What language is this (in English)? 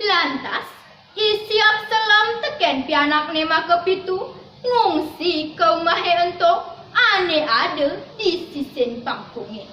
Balinese